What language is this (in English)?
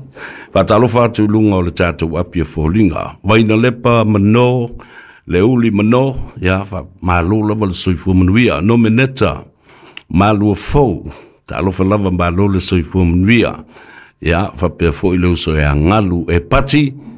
Samoan